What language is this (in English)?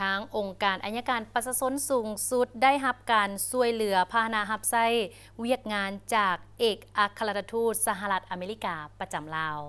Lao